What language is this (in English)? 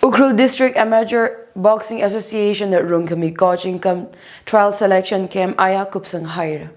Tangkhul Naga (India)